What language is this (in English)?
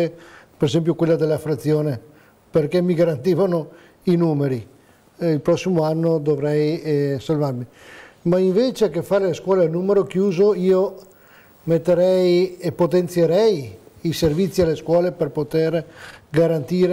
Italian